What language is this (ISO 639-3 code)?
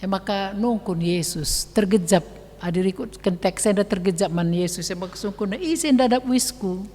btx